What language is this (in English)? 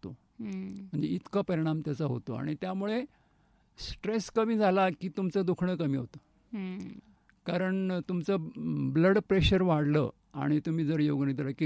Marathi